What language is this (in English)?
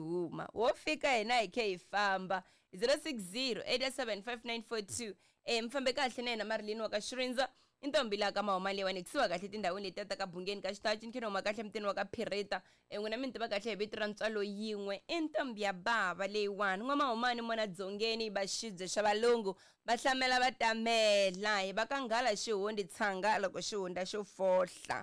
Tsonga